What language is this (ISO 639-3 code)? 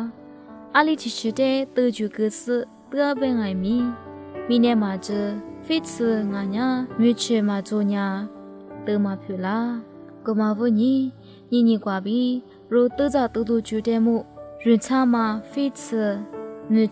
lis